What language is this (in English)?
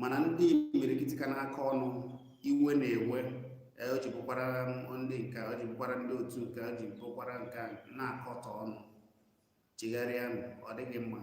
Igbo